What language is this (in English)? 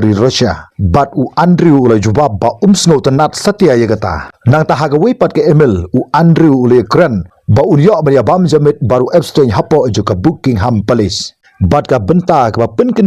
Khasi